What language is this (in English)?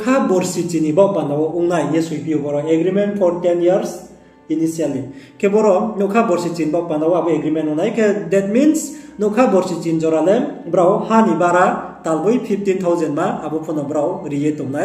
Riang (India)